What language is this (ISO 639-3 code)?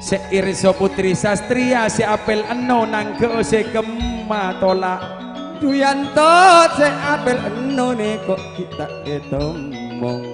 mad